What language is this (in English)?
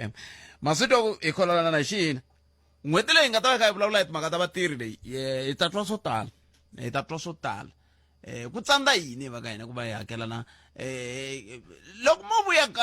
Tsonga